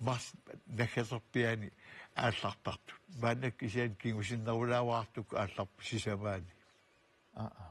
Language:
Kalaallisut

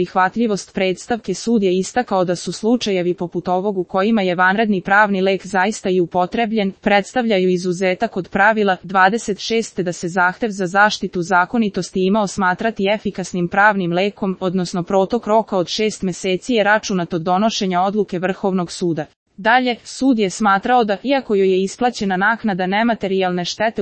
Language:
Serbian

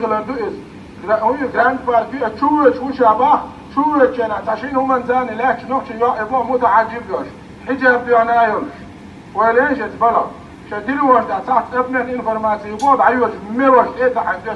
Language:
Chechen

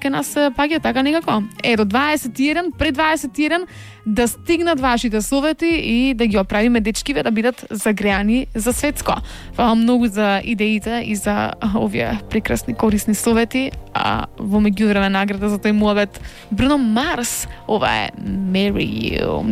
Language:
Macedonian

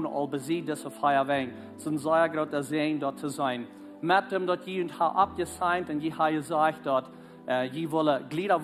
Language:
Plautdietsch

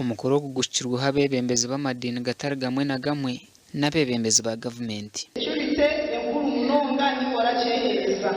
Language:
Nyankole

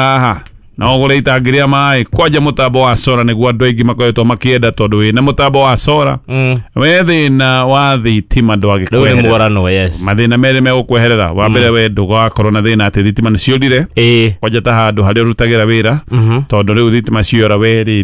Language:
Kikuyu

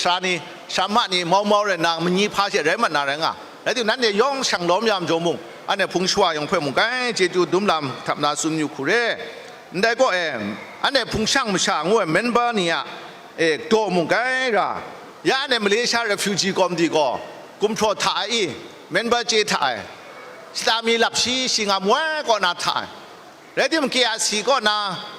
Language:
Kachin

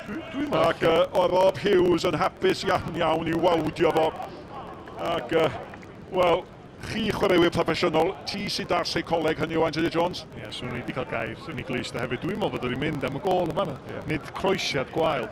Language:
Welsh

